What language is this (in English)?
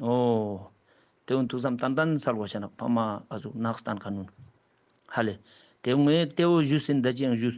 Ladakhi